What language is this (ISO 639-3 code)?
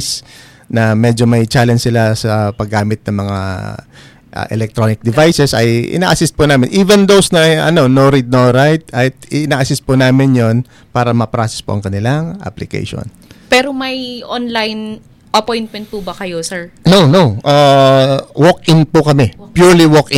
fil